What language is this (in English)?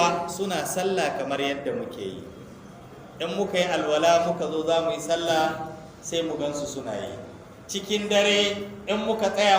Hausa